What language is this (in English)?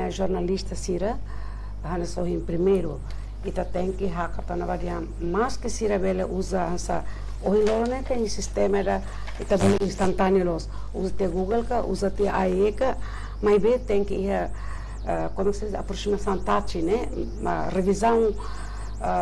Tetum